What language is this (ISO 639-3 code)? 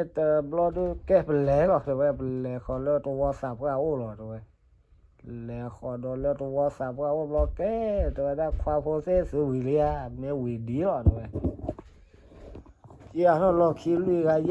ksw